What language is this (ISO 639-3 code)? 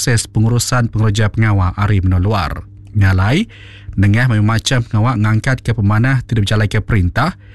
iba